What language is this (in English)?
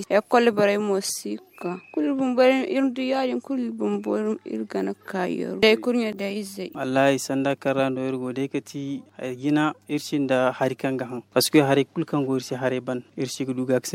Zarma